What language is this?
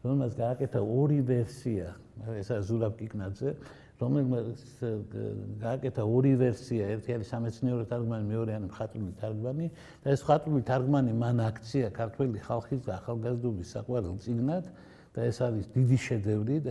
Georgian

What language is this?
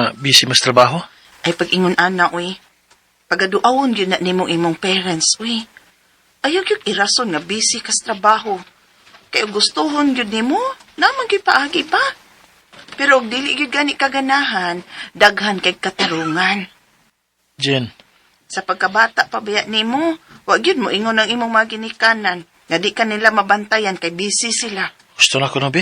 Cebuano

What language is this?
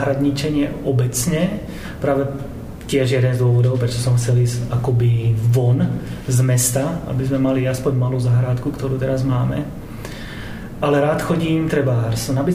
Slovak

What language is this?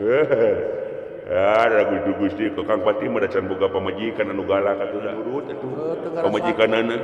Sundanese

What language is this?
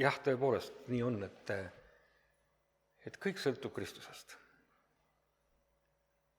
Estonian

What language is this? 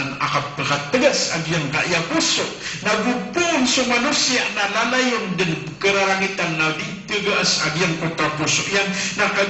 Maranao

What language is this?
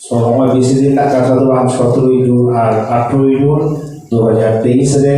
Santali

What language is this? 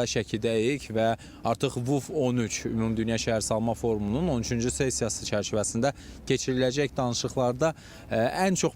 Azerbaijani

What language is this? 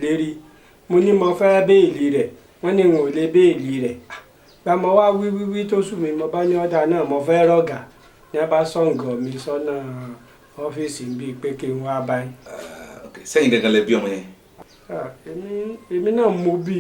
Yoruba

